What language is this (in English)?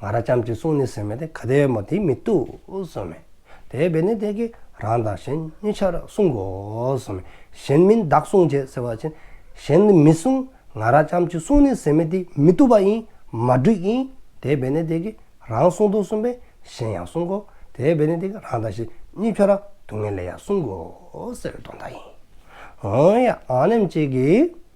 Dzongkha